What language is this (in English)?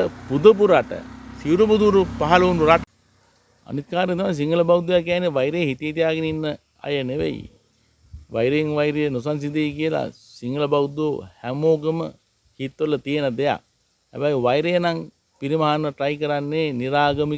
Sinhala